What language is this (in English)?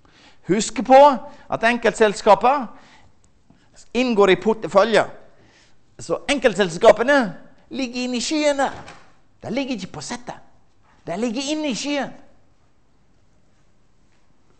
Norwegian